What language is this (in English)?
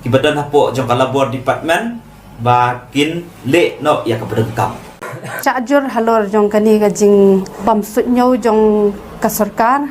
Khasi